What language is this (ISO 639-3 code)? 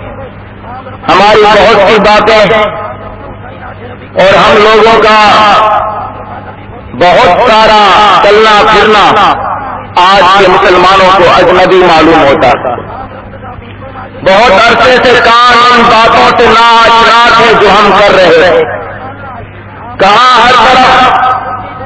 urd